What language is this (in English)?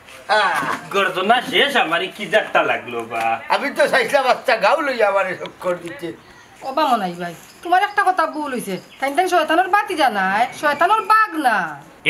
Sylheti